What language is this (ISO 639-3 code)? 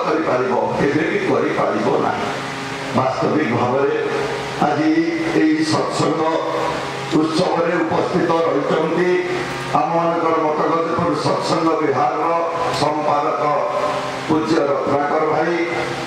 ori